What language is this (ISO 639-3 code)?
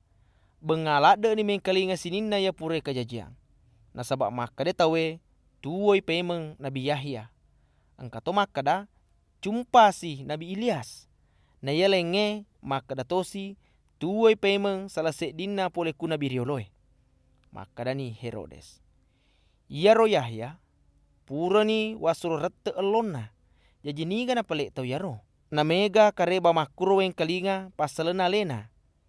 bug